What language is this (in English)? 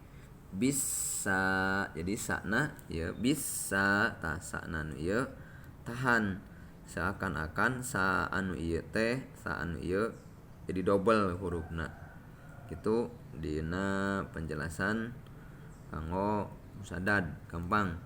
Sundanese